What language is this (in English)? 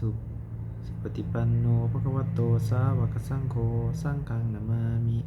Pali